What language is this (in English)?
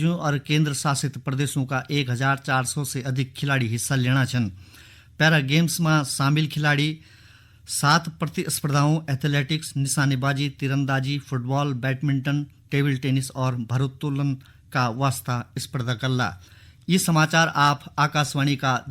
Garhwali